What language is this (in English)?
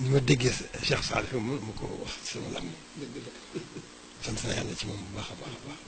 Wolof